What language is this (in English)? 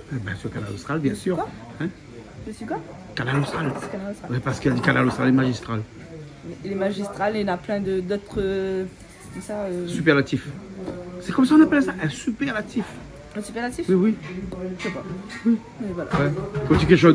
Réunion Creole French